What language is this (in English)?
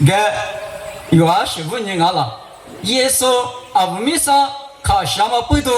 Lisu